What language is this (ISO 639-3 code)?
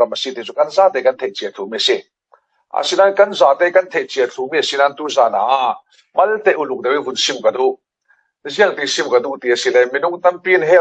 cfm